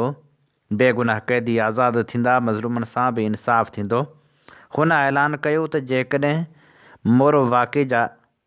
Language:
Sindhi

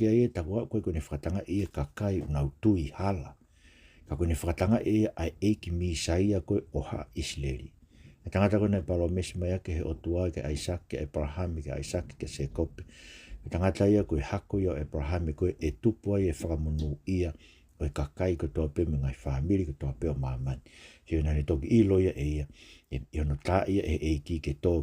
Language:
Tongan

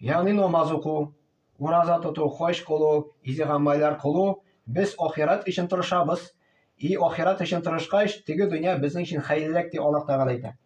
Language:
Tatar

